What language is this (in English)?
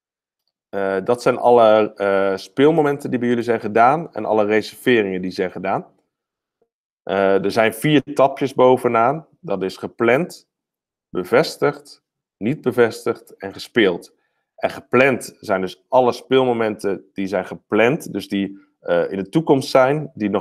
Dutch